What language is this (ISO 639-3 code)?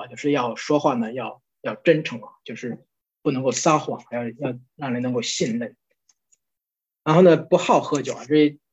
zho